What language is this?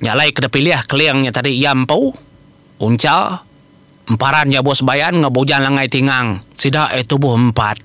Iban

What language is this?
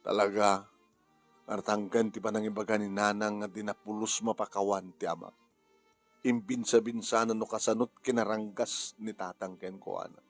Iloko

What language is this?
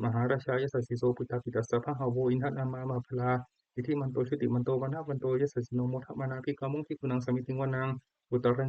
Pali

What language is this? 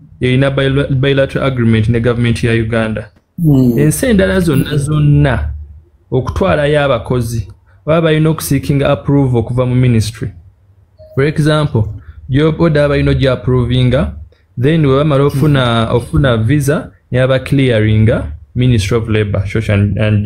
Ganda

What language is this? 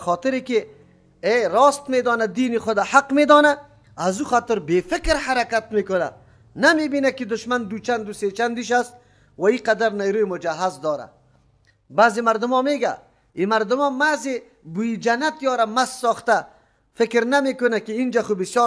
Persian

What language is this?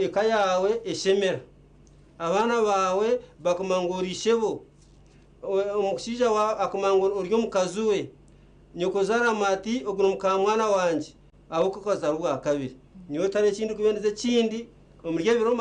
Nyankole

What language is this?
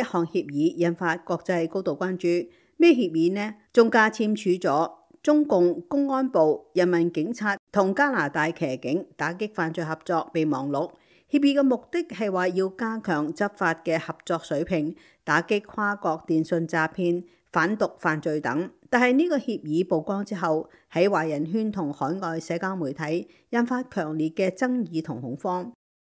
Cantonese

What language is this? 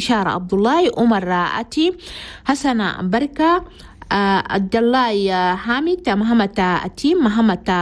Chadian Arabic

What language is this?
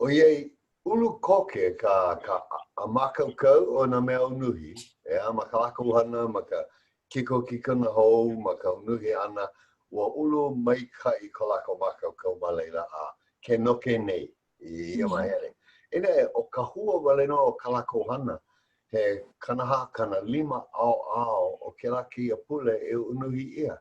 Hawaiian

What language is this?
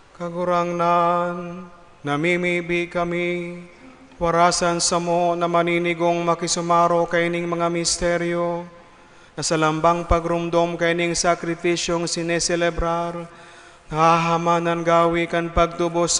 Bikol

